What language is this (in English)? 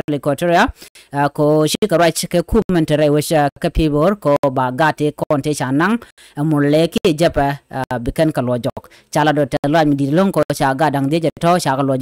Nuer